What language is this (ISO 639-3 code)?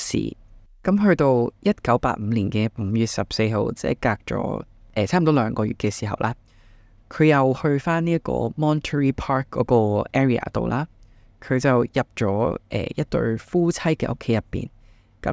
yue